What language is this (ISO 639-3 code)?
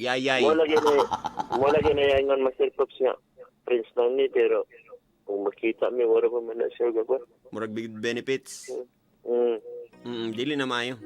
ceb